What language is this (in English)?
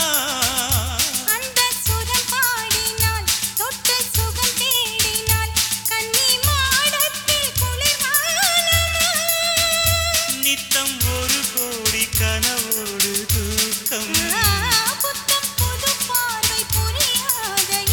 Tamil